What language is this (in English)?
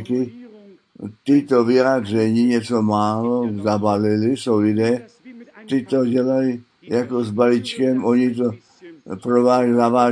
Czech